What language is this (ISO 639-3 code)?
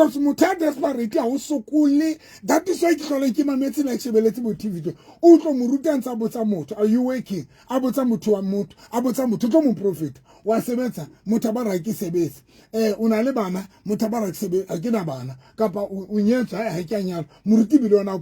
sot